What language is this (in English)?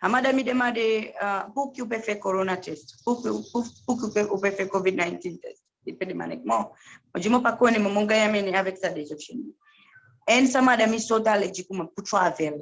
Seselwa Creole French